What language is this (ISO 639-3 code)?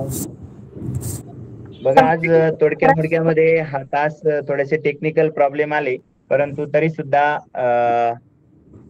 mar